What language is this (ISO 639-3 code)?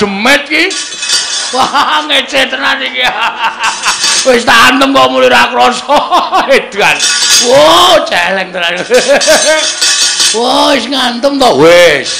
jav